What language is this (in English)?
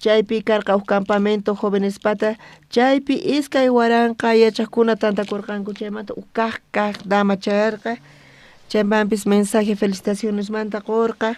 South Bolivian Quechua